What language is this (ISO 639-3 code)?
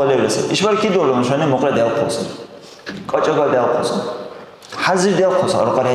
dar